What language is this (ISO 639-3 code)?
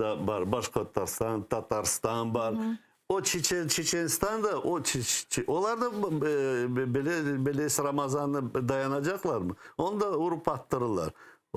crh